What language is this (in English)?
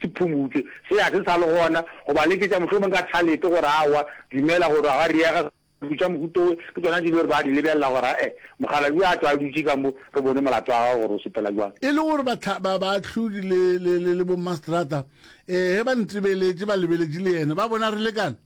Northern Sotho